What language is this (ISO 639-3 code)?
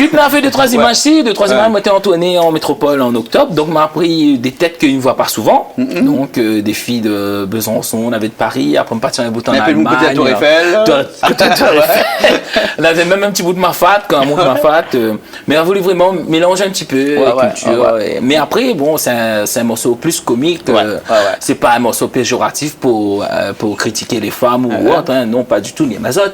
rcf